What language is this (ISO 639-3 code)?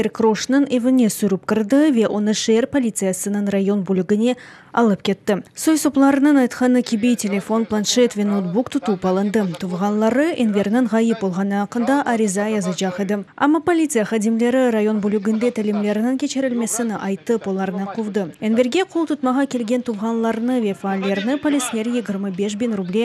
crh